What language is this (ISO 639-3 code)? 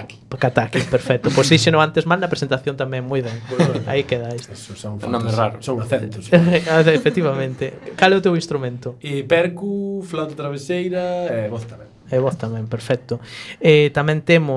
glg